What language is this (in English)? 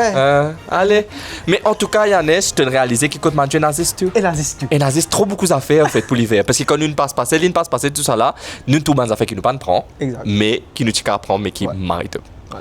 Morisyen